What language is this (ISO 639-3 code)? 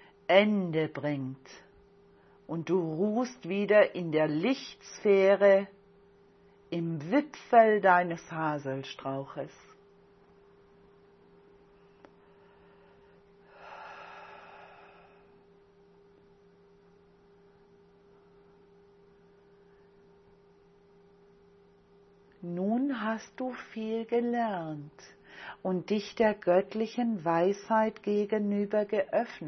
deu